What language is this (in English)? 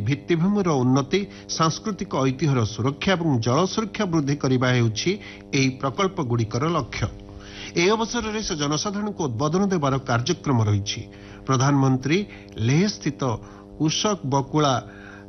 Odia